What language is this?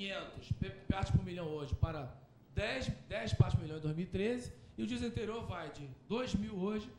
Portuguese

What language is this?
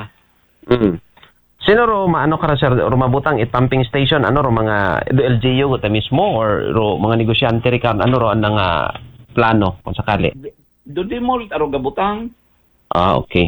Aklanon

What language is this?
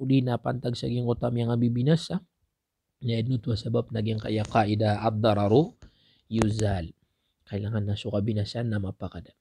Maranao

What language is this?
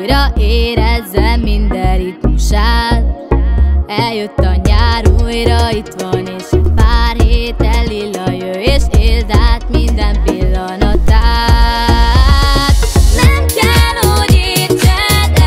Hungarian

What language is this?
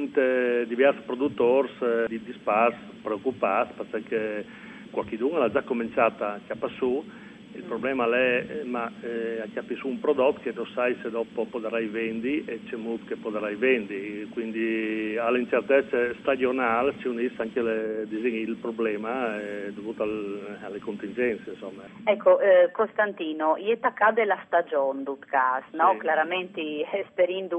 Friulian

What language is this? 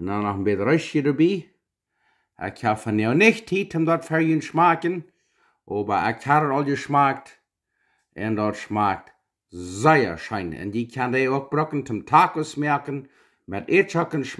Plautdietsch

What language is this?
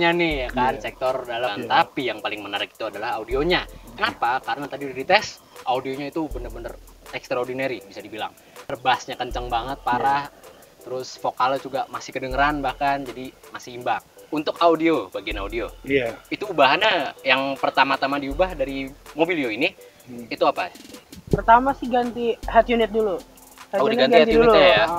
Indonesian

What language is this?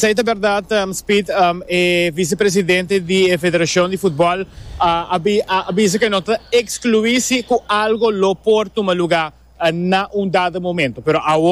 Papiamento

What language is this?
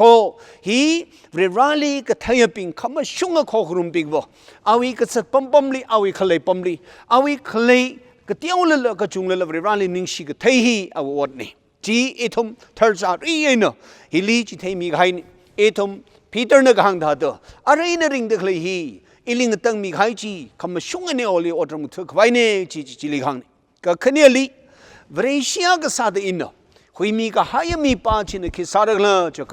Tangkhul Naga (India)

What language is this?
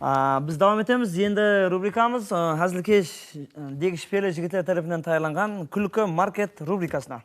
Kara-Kalpak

